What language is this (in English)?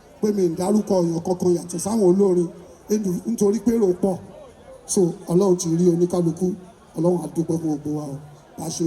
Yoruba